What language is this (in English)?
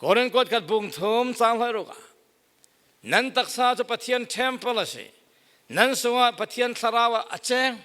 Falam Chin